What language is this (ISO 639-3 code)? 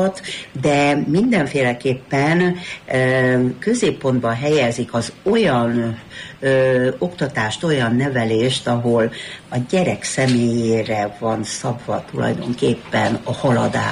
hun